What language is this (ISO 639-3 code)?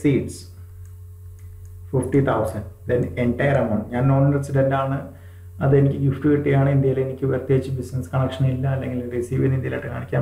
mal